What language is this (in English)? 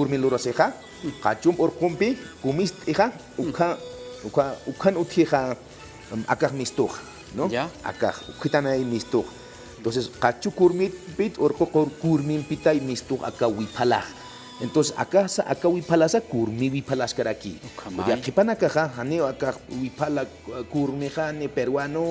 Aymara